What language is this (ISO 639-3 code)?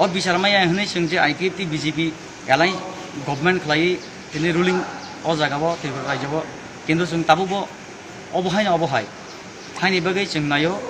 trp